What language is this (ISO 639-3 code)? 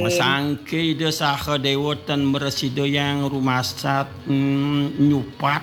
ban